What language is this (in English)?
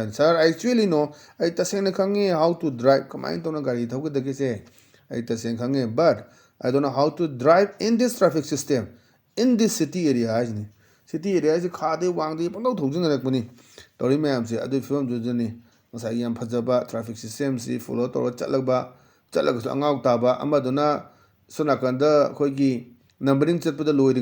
Manipuri